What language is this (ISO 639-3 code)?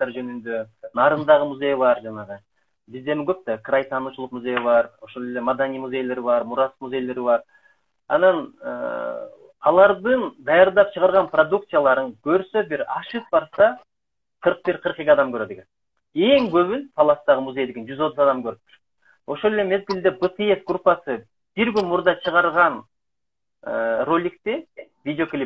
kir